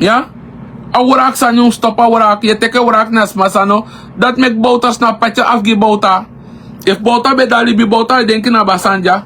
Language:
Sranan Tongo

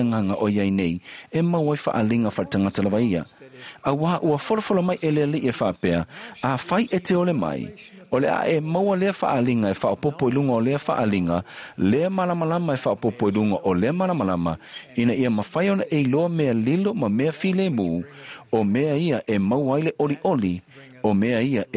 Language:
Samoan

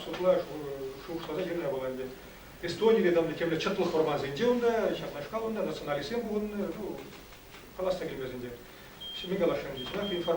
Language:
Chuvash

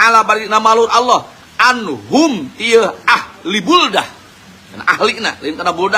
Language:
Sundanese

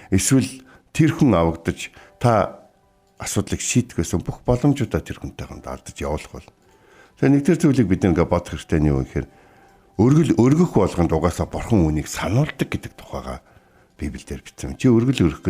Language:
Mongolian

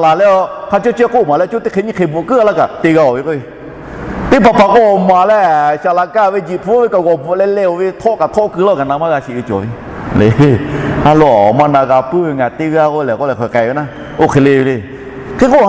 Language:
Lahu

